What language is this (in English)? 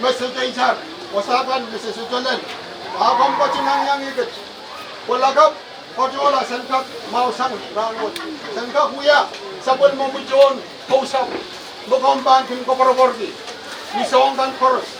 Pohnpeian